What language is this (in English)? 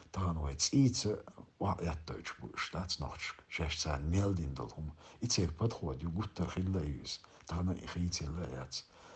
Chechen